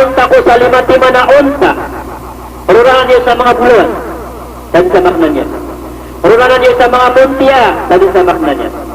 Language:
Maranao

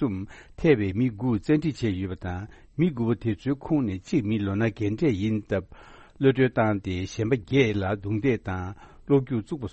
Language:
Tibetan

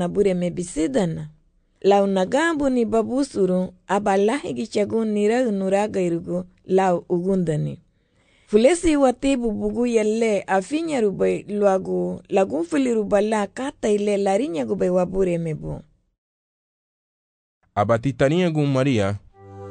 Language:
Garifuna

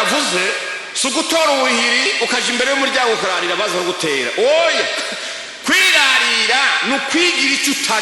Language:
Rundi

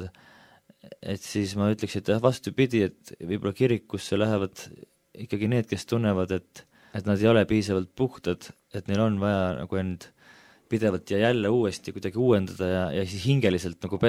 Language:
Estonian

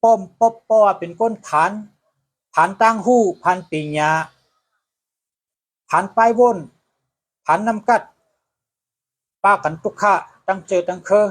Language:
Shan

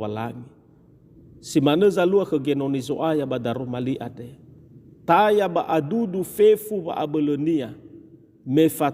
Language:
Nias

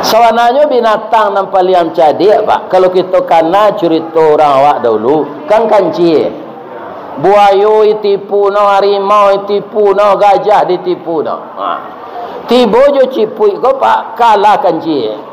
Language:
Minangkabau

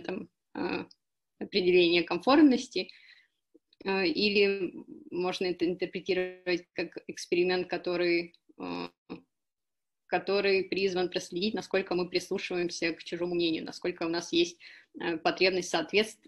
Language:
Russian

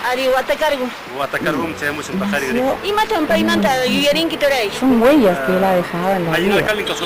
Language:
Quechua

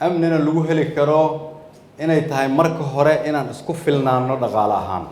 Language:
Somali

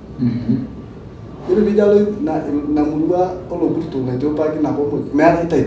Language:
Masai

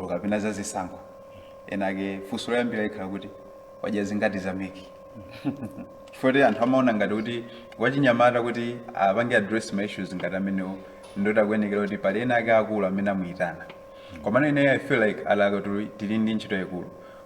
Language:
Nyanja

